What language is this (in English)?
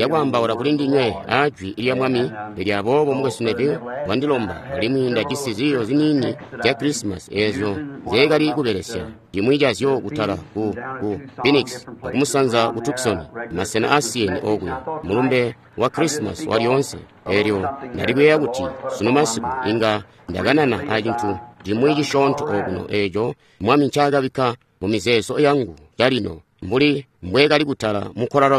Tonga (Zambia)